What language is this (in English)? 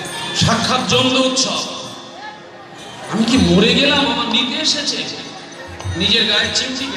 Bangla